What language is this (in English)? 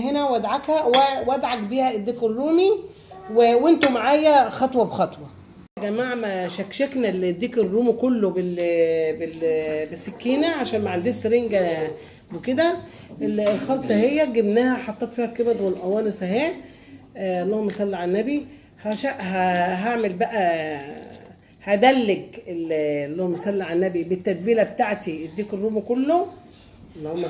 Egyptian Arabic